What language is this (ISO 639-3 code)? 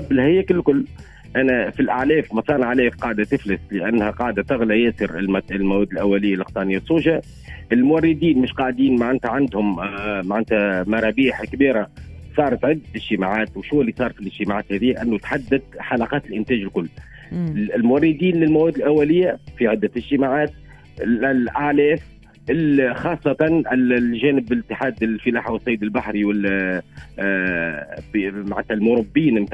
aeb